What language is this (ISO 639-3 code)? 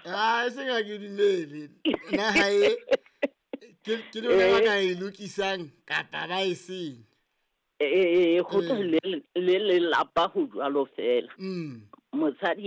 sot